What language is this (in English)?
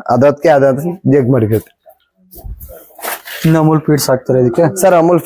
Kannada